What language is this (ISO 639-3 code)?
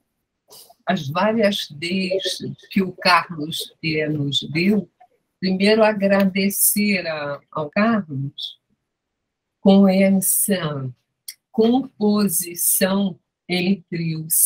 por